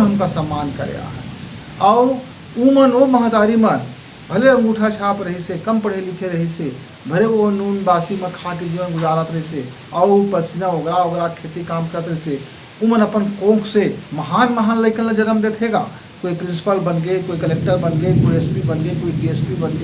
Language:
Chhattisgarhi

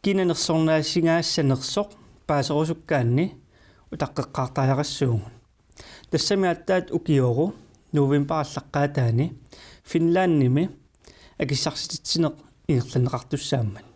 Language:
Kalaallisut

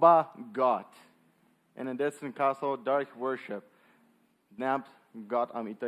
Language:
Plautdietsch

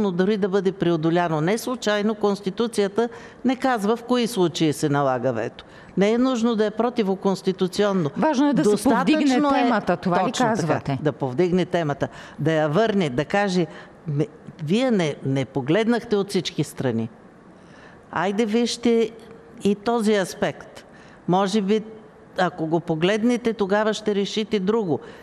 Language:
Bulgarian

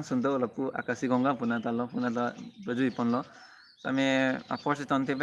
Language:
Karbi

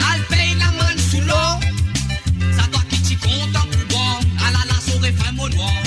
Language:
Morisyen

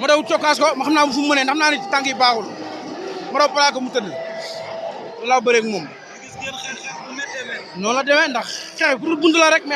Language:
Wolof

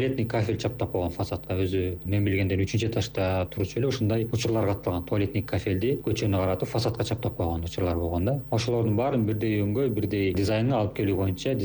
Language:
Kyrgyz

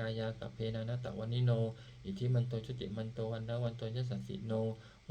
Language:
Pali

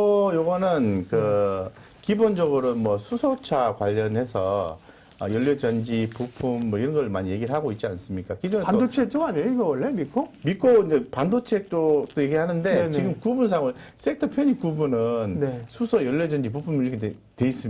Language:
Korean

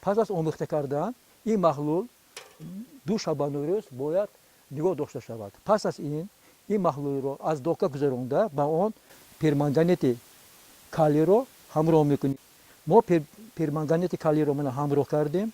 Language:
Tajik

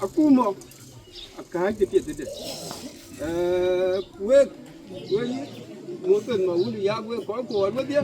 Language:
Dinka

